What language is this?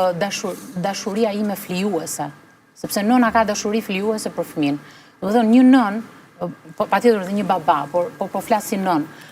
Albanian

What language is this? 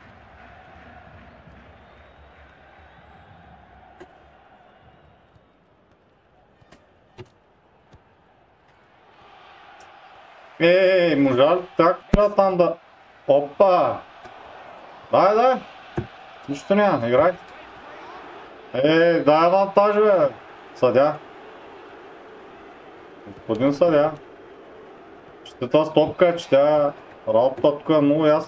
Bulgarian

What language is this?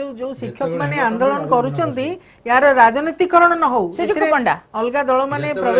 Odia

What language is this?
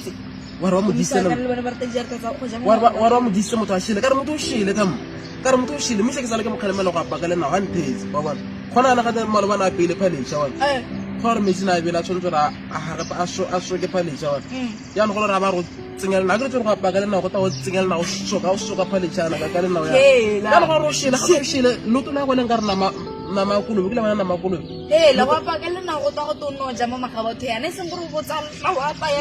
Tswana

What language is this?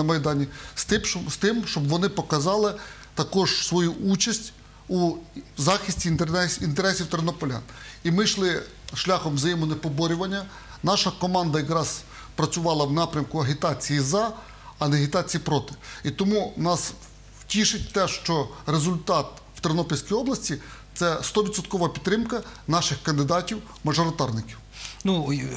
Ukrainian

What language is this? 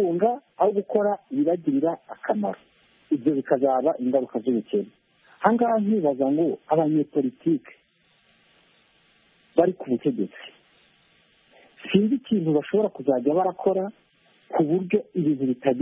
Kinyarwanda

